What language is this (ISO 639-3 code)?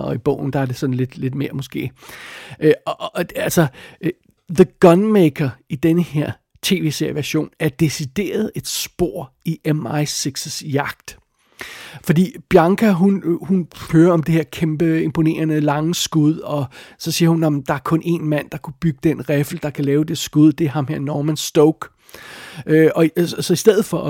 dan